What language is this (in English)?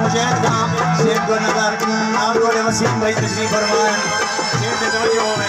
Saraiki